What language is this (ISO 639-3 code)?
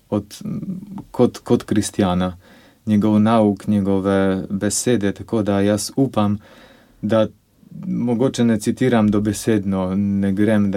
slv